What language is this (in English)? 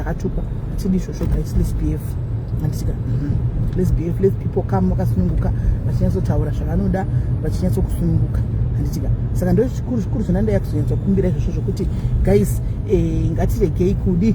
Shona